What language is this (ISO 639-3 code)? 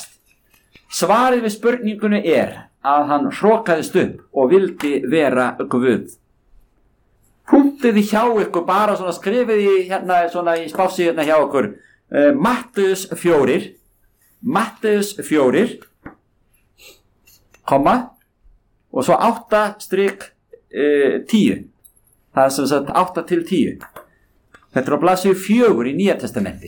isl